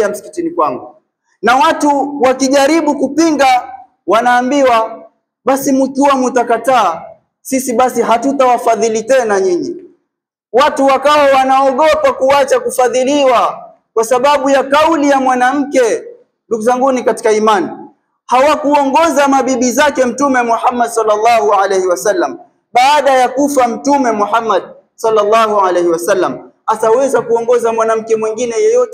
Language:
Swahili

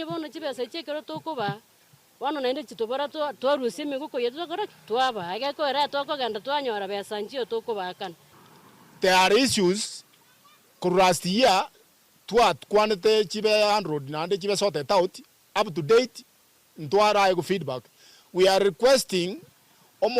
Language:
Gusii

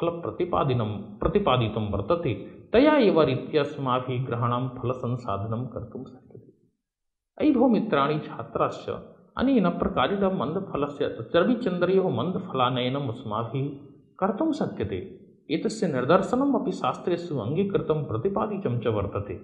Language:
Sanskrit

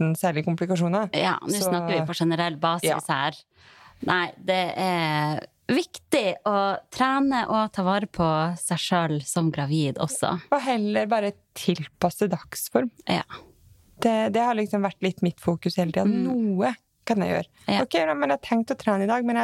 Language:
Norwegian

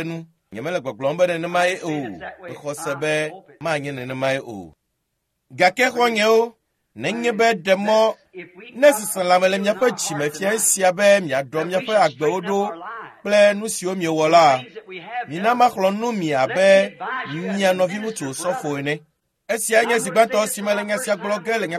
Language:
Ewe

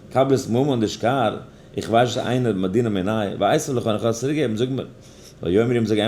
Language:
Yiddish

